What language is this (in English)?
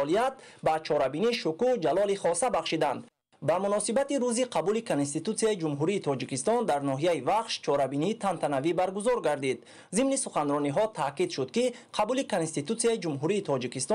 Tajik